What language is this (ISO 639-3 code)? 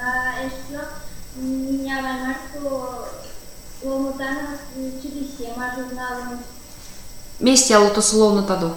myv